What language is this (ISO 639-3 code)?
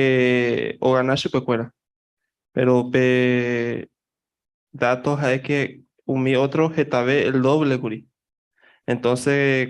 grn